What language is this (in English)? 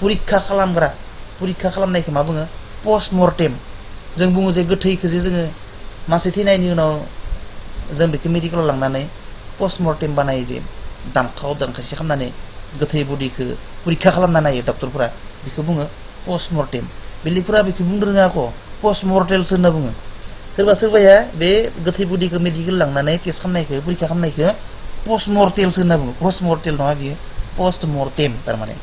Bodo